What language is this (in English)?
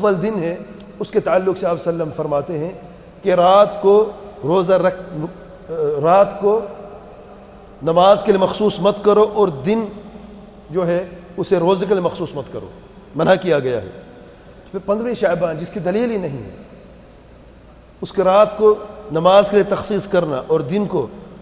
Urdu